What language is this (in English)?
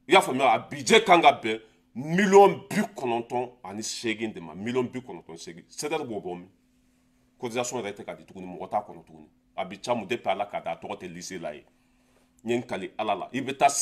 Bambara